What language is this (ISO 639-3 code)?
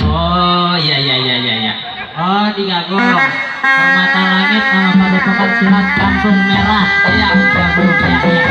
bew